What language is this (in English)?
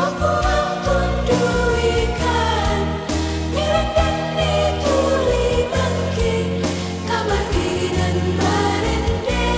Toraja-Sa'dan